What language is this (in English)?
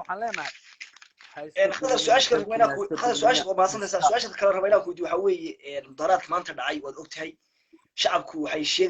Somali